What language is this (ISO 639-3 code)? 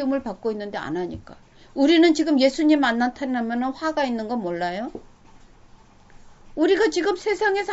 kor